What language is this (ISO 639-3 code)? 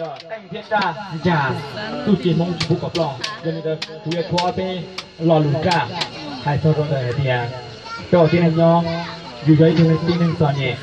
hmn